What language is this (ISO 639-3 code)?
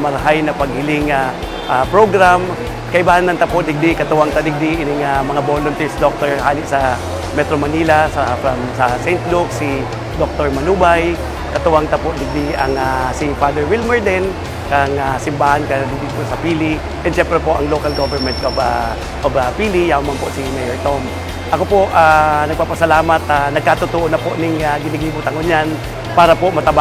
bik